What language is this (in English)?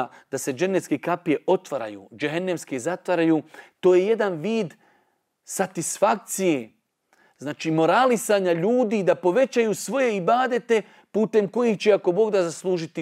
Bosnian